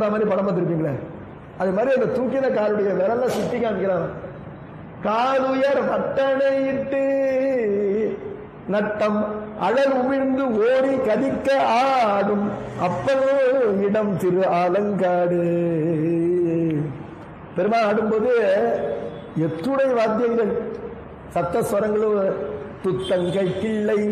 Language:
Tamil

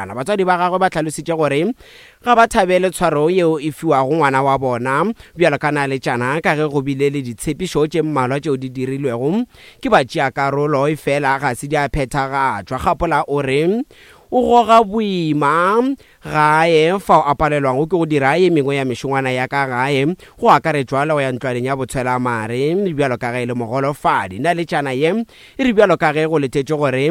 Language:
Northern Sotho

